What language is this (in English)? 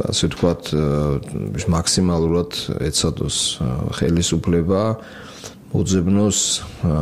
Georgian